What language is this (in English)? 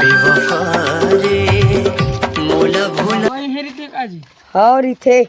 Chhattisgarhi